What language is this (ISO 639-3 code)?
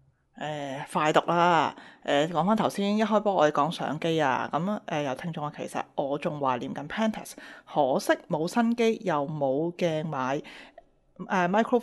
yue